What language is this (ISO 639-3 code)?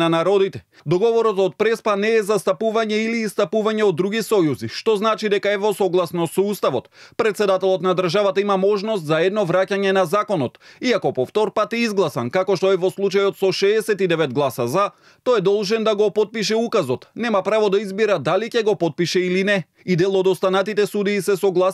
mkd